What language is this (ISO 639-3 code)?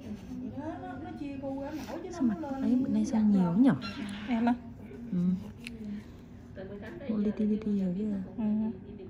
vie